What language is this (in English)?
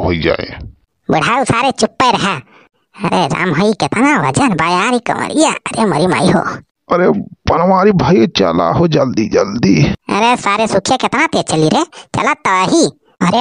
Awadhi